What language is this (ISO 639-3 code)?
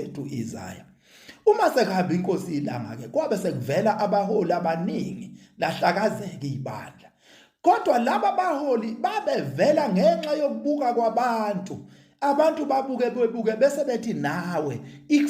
zul